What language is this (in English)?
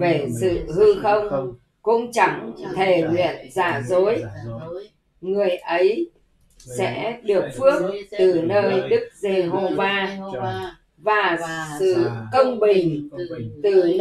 Vietnamese